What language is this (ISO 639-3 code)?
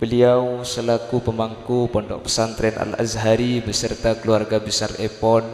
mad